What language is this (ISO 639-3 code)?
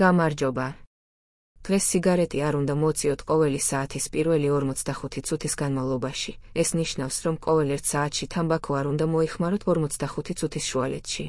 kat